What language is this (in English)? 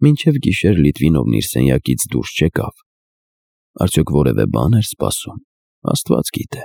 Armenian